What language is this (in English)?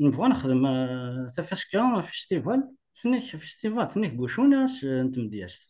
Kabyle